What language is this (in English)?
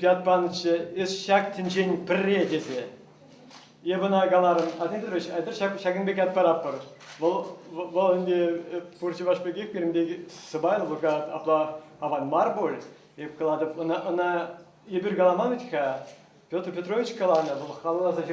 Chuvash